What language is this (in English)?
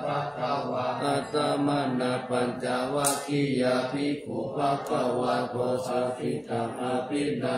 Pali